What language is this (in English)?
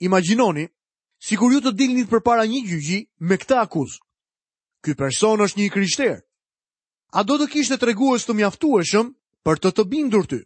Albanian